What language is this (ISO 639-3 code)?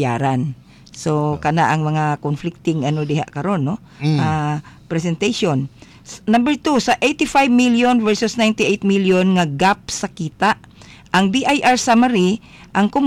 ceb